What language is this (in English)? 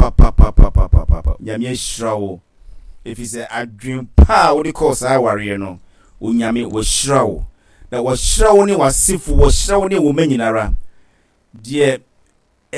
Akan